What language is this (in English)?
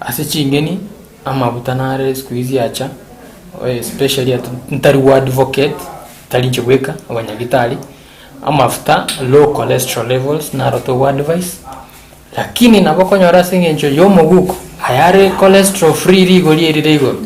Gusii